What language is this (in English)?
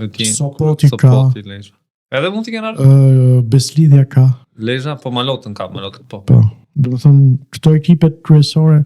Albanian